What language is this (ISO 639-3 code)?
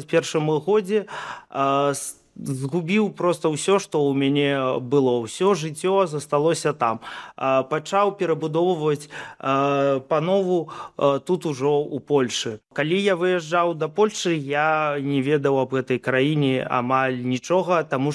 bel